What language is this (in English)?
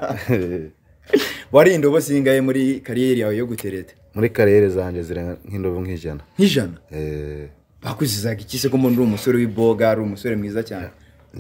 Kinyarwanda